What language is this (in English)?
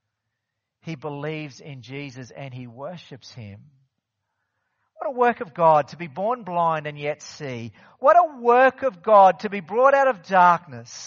English